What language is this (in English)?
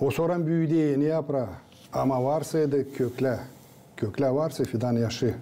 Gagauz